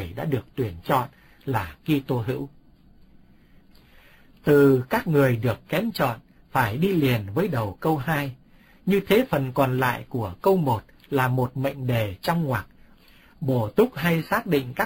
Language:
Vietnamese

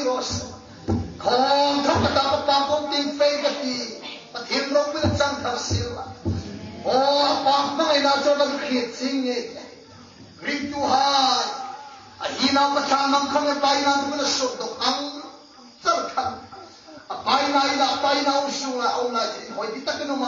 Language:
Hmar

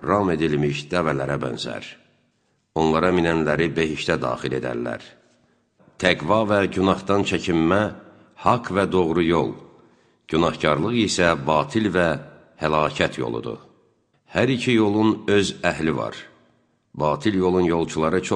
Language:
Azerbaijani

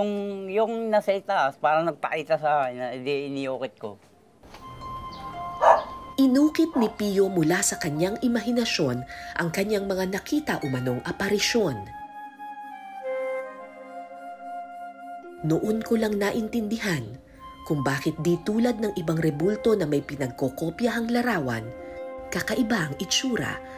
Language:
Filipino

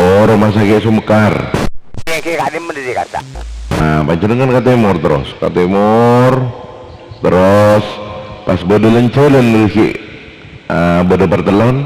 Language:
Madurese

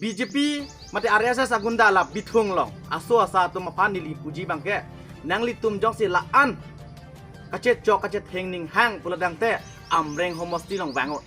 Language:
Karbi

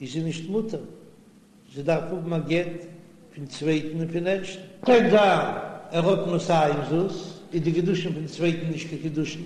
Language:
Yiddish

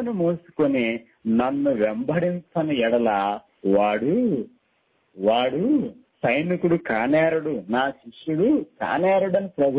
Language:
Telugu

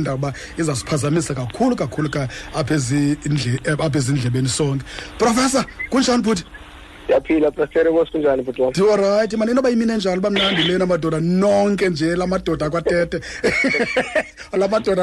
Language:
Xhosa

